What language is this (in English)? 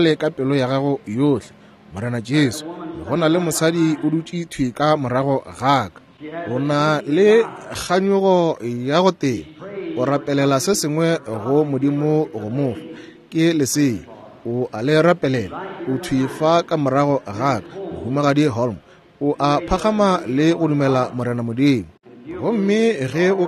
Northern Sotho